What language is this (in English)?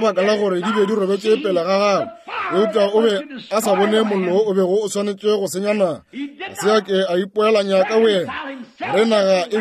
Northern Sotho